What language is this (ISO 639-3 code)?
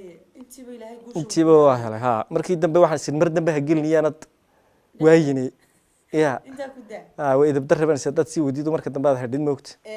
som